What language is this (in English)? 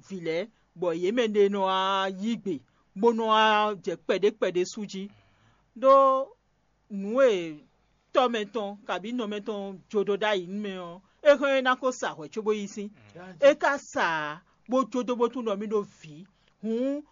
Fon